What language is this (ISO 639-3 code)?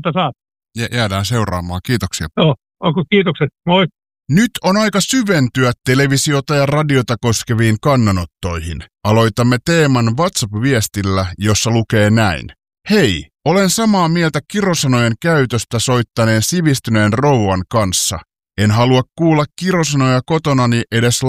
fin